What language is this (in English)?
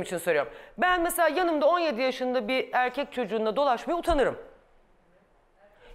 Turkish